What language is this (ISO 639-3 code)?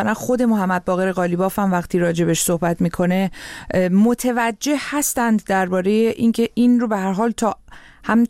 fas